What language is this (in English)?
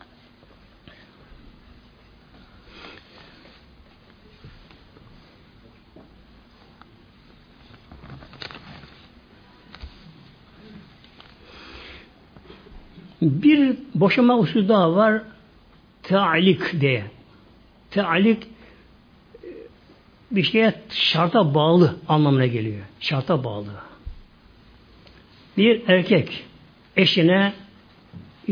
Turkish